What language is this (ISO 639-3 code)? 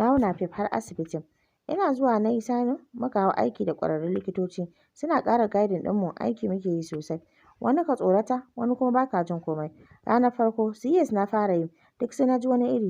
hau